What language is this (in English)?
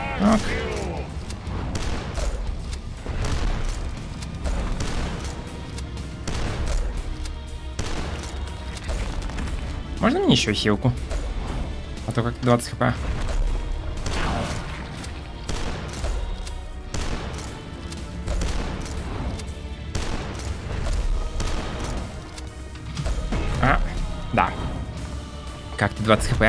Russian